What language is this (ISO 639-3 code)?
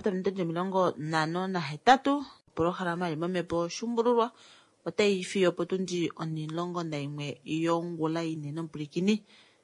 kua